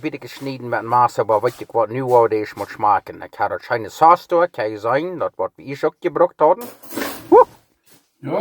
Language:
Plautdietsch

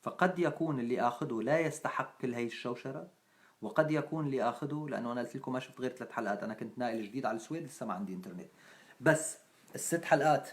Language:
North Levantine Arabic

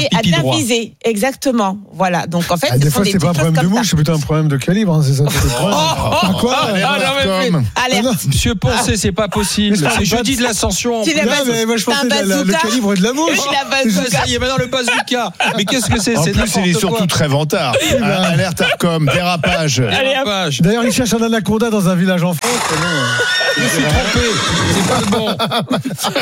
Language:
French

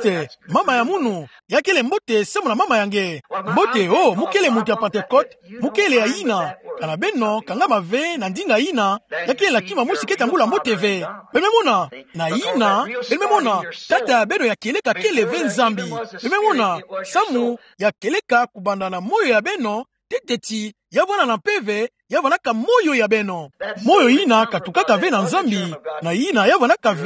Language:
Kituba (Democratic Republic of Congo)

